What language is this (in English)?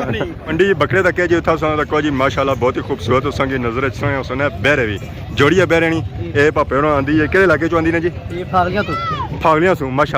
Pahari-Potwari